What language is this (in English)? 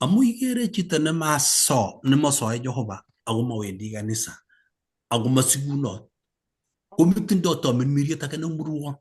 Kalenjin